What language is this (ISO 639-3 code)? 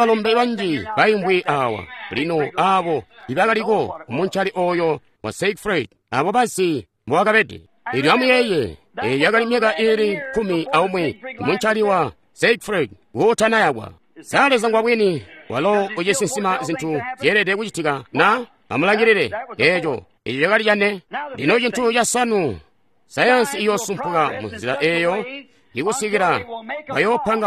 toi